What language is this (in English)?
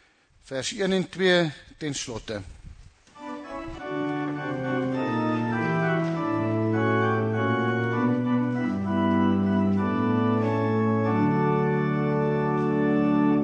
Afrikaans